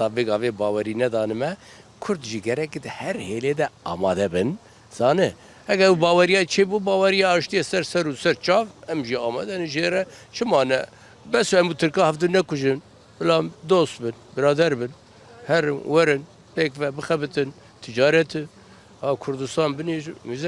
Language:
Kurdish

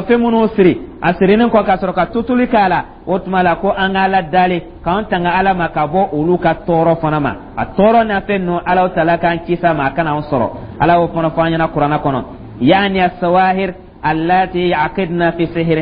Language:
Dyula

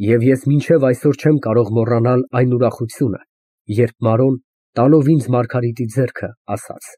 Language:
Armenian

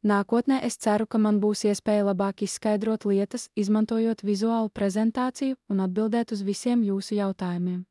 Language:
Latvian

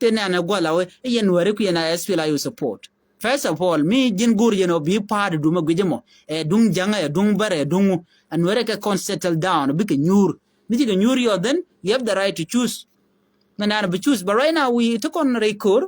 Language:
Nuer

